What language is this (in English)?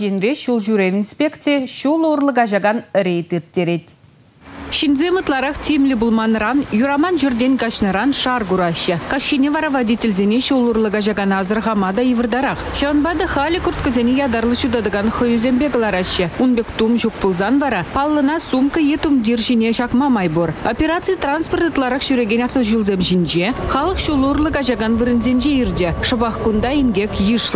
Chuvash